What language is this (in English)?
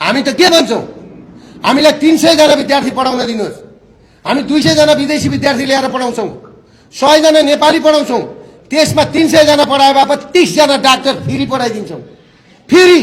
Nepali